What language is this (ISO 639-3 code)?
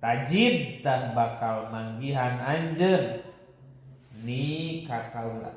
sun